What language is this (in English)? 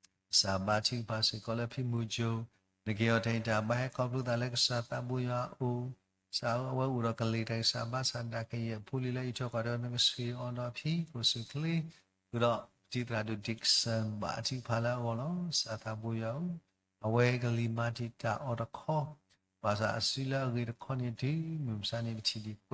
S'gaw Karen